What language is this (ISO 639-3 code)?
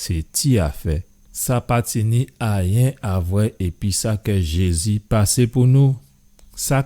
gcf